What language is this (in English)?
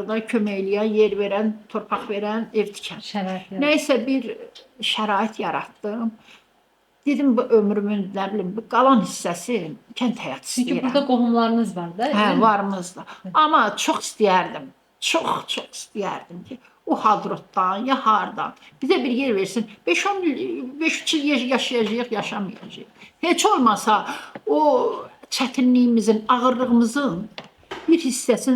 Azerbaijani